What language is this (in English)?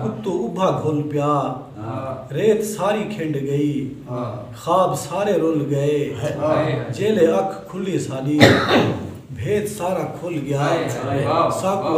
Saraiki